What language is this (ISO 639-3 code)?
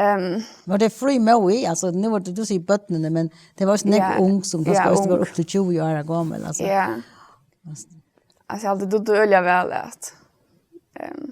fao